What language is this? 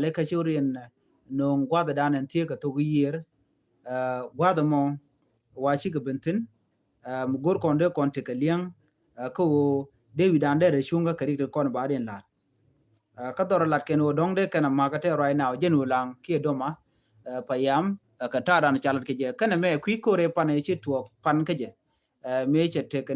Nuer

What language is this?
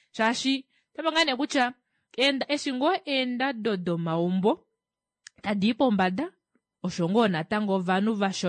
Kuanyama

